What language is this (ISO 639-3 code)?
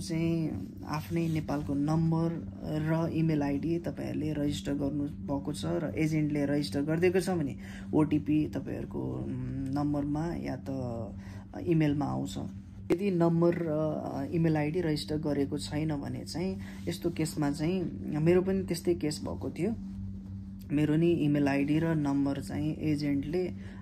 nep